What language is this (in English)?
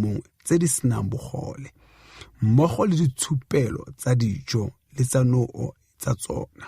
Tswana